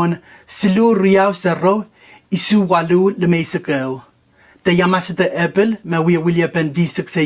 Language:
Pohnpeian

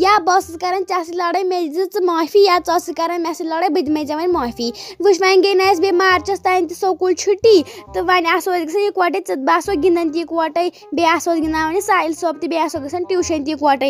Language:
Kashmiri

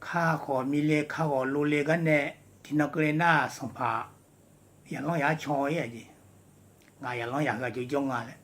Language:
Akha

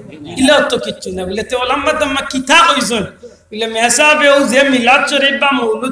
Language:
Sylheti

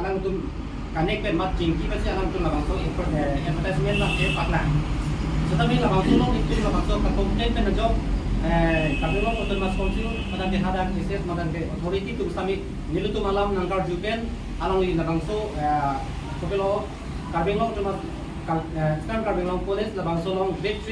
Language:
Karbi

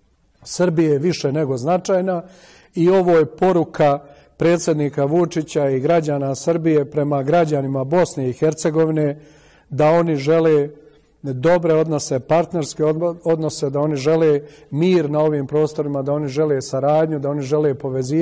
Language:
Serbian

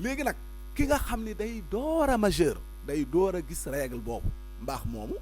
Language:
Wolof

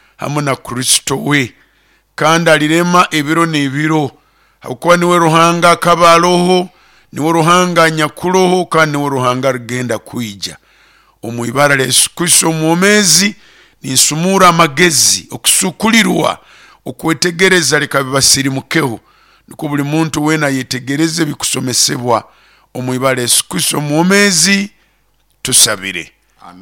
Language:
Nyankole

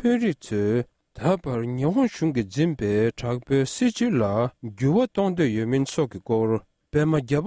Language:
Tibetan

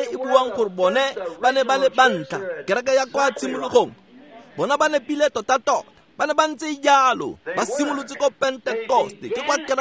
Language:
Tswana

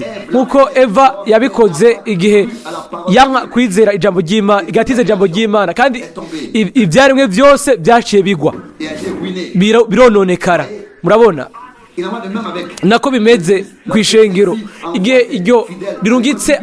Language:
Rundi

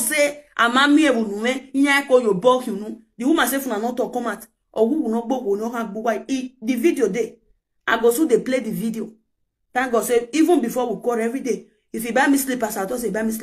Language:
Nigerian Pidgin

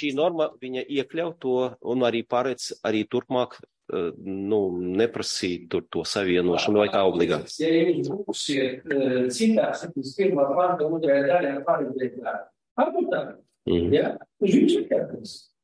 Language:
Latvian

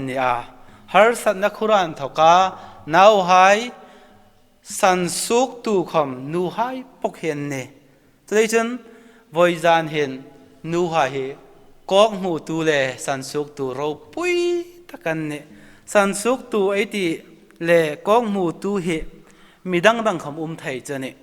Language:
Hmar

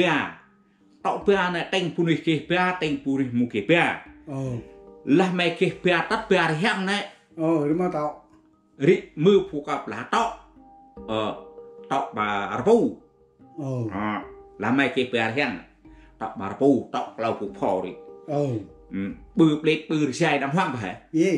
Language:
Central Mnong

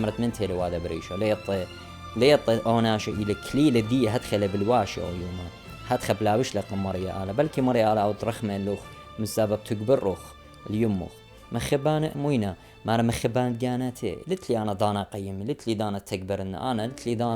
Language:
Assyrian Neo-Aramaic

